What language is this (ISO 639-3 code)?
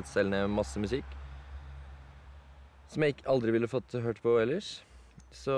nor